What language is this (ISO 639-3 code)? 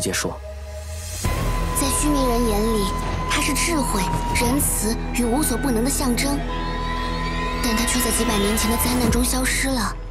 zho